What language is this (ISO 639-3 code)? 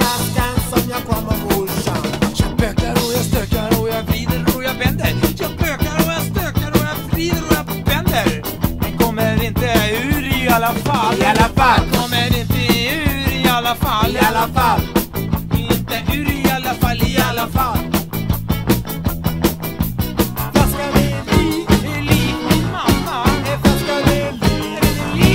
swe